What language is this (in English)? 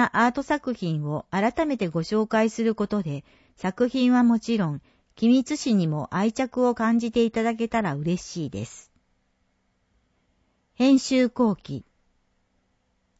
Japanese